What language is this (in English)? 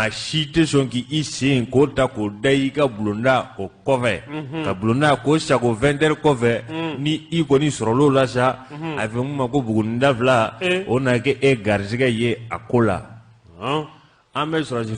Bambara